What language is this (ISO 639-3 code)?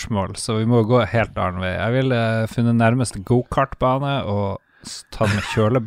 nor